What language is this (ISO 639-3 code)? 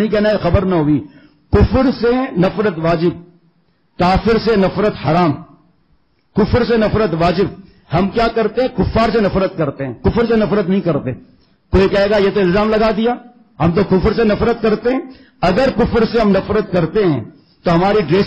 urd